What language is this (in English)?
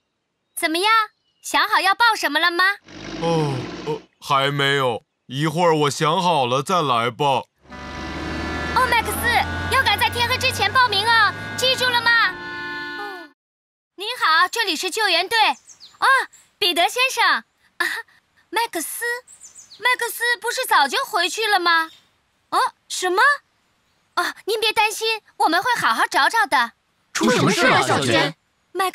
Chinese